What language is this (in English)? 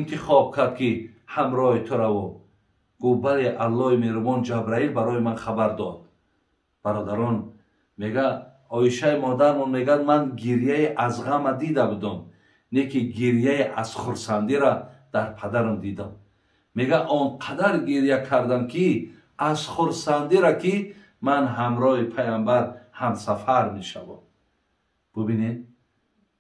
Tajik